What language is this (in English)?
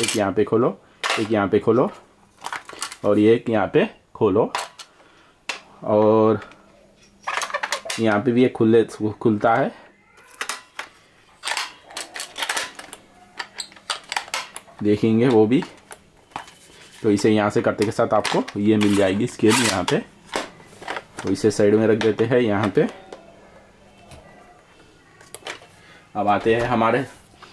Hindi